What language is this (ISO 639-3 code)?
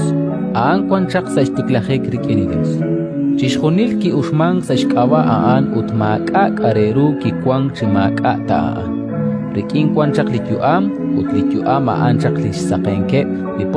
kek